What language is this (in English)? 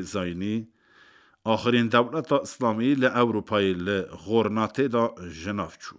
Kurdish